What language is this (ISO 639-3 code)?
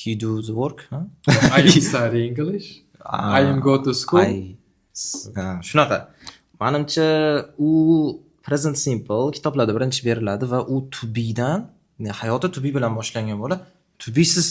uzb